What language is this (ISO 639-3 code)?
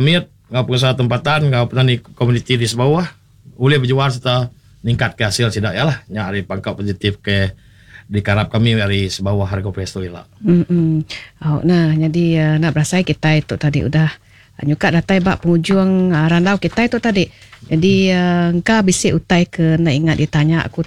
iba